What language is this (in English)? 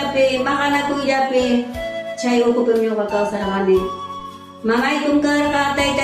Ayacucho Quechua